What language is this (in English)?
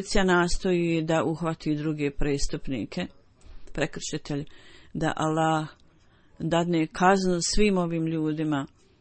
Bosnian